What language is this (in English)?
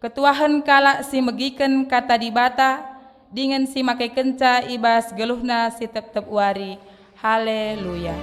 Batak Karo